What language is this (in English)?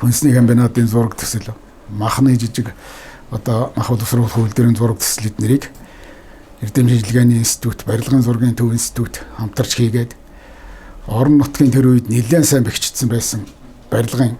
Mongolian